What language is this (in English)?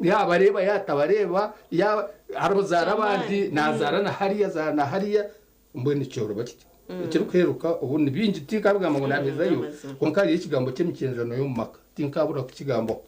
Nyankole